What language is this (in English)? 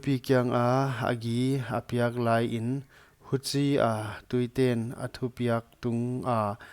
Paite Chin